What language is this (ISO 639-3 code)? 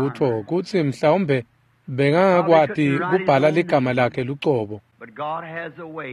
ssw